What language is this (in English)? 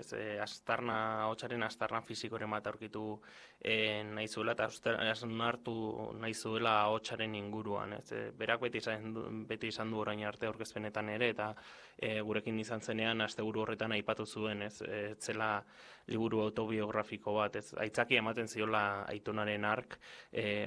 Basque